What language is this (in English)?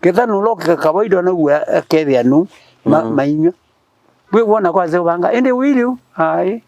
Kamba